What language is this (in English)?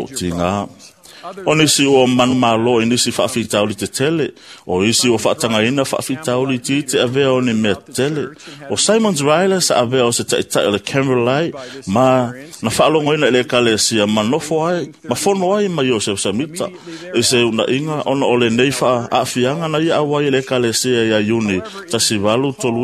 Samoan